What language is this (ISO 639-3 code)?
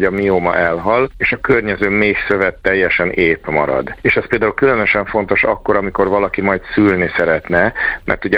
hun